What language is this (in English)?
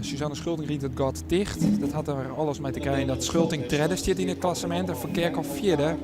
Western Frisian